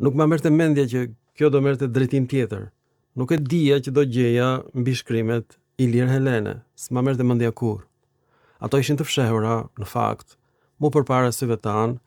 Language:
Albanian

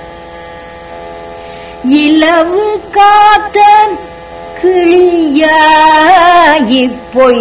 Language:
Tamil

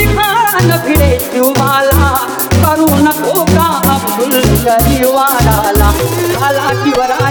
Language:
Marathi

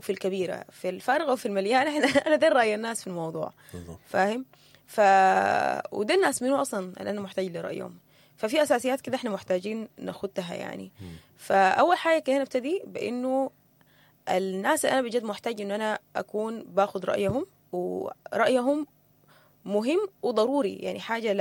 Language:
Sudanese Arabic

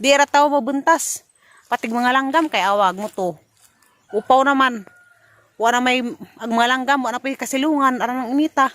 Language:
Cebuano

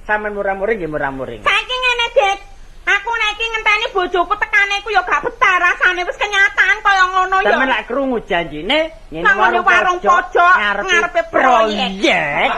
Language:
Javanese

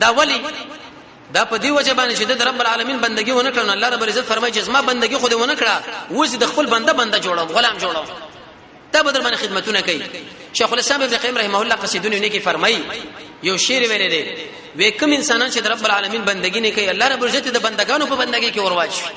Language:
Pashto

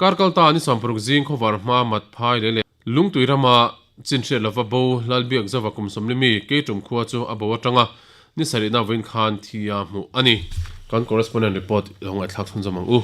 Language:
Mizo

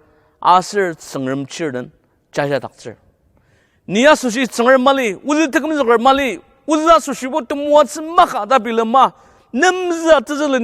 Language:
Ao Naga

